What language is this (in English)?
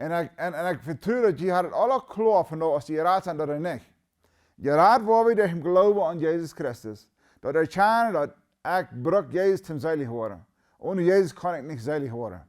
Plautdietsch